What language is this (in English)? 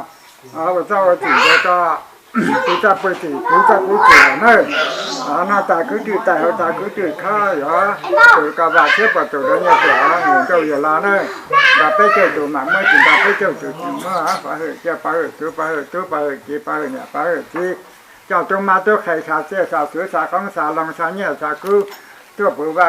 Hmong